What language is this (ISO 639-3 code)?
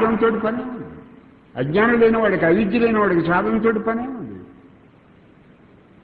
tel